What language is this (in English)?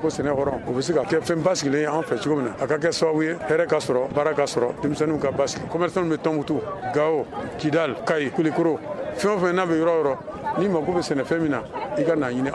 Bambara